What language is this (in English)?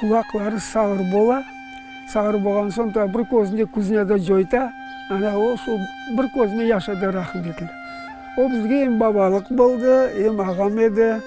Crimean Tatar